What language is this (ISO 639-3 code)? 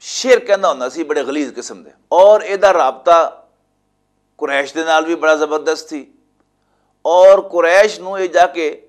lah